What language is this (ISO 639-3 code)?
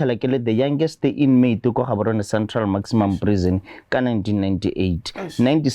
tsn